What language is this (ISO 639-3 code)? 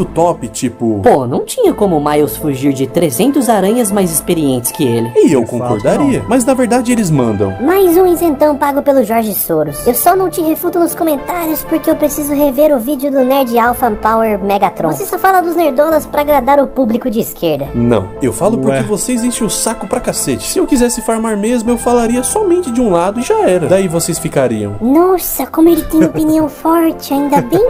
por